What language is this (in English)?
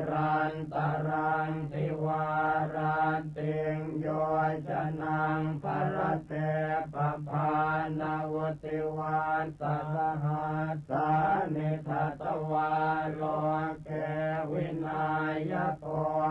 Pali